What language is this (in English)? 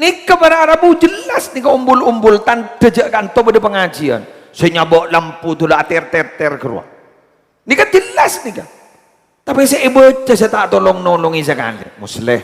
Madurese